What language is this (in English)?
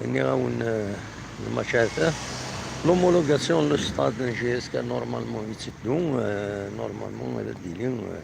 Kabyle